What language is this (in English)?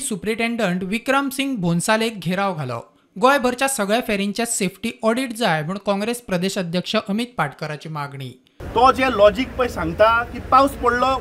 Konkani